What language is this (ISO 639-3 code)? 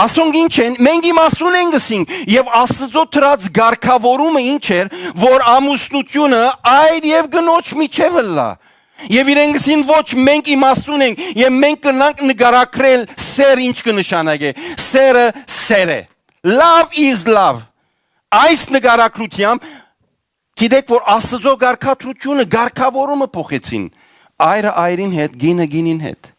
hyw